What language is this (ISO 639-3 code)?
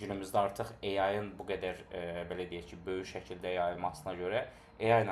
aze